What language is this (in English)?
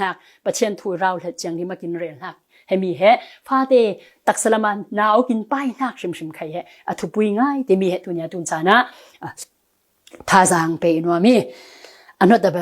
Falam Chin